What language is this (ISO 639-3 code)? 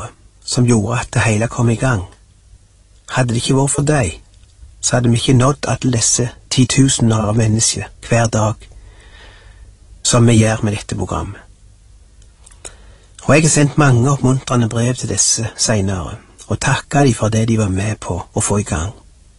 nor